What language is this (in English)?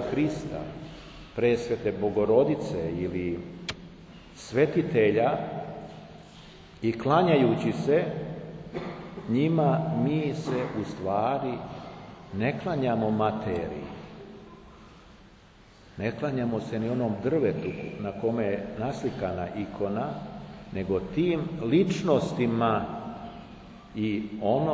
Serbian